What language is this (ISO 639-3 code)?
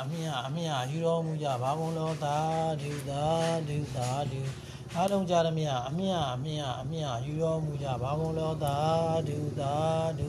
mya